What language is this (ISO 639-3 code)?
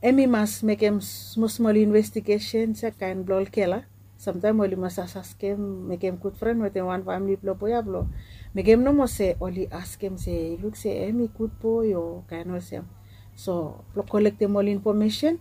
bis